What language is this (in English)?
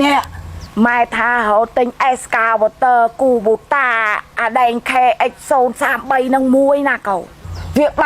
Khmer